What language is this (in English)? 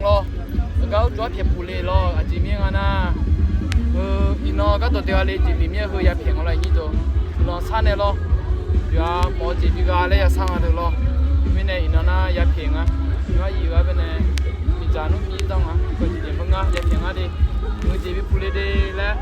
Akha